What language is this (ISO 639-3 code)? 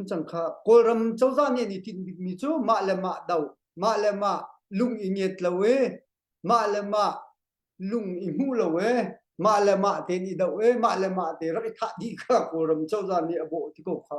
cnh